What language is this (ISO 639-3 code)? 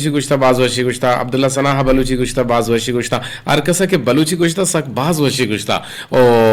bgp